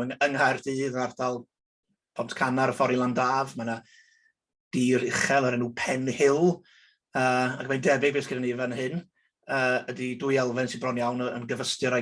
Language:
Welsh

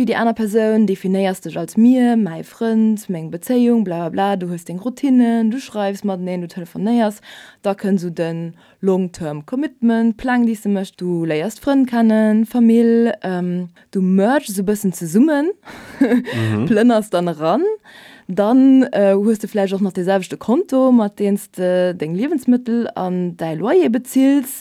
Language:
Luxembourgish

